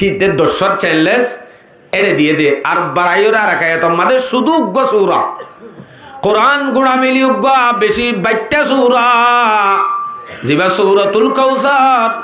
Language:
Rohingya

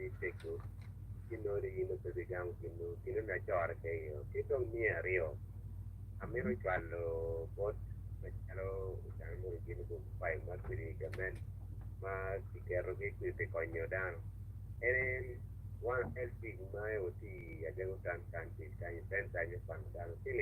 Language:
Acoli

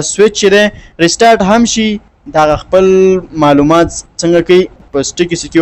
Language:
Pashto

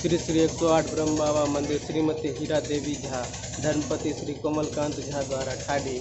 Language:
Maithili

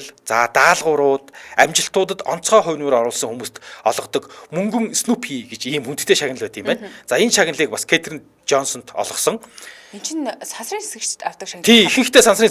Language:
Mongolian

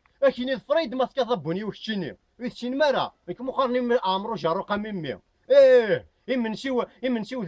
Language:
Kabyle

